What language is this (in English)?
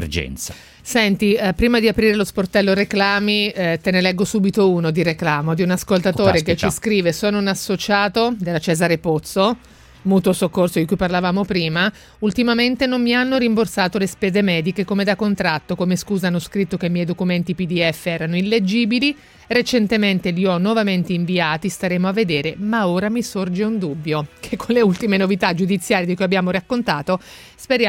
Italian